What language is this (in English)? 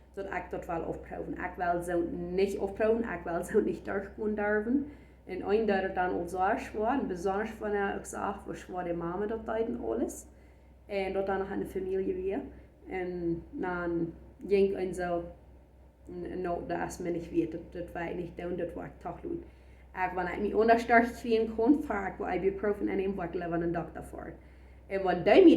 Plautdietsch